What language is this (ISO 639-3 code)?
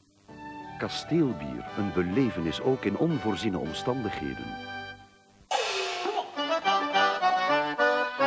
nld